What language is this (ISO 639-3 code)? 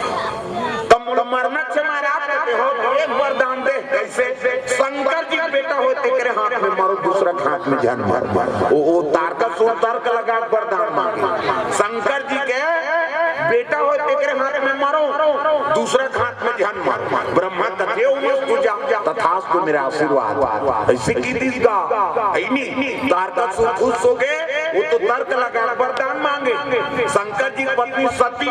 hne